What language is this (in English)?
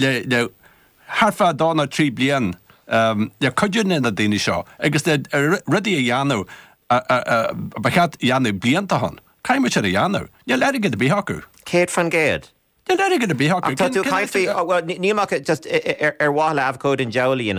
Irish